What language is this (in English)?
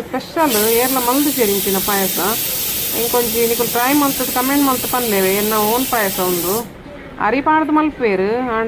Tulu